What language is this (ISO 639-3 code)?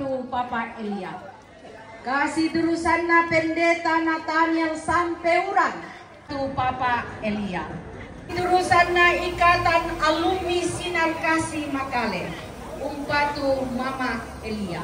sda